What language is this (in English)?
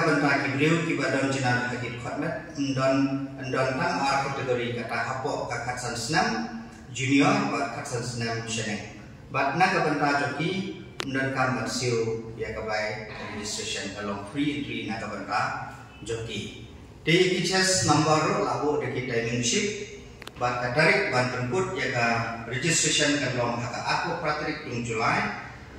Khasi